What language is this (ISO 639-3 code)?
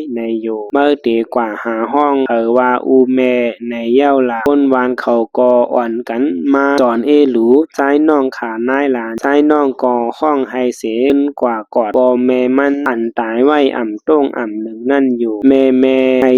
shn